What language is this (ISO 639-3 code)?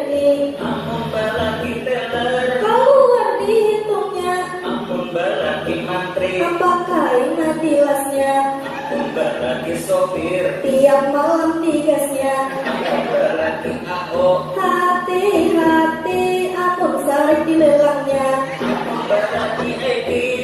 bjn